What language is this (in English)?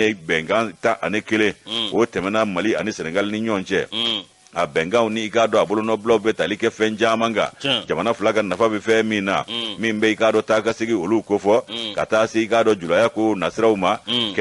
Bambara